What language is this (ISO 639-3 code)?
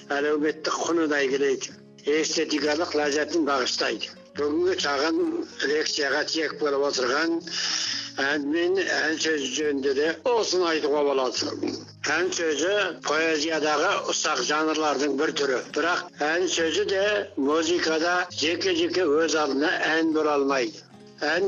kaz